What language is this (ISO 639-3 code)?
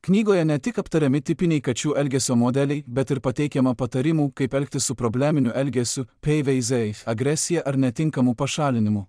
lit